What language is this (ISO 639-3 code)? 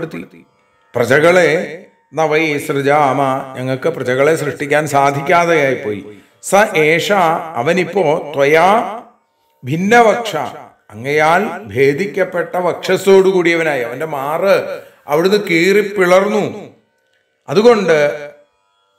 mal